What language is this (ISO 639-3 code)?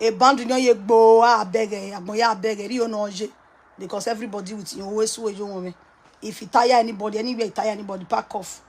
pcm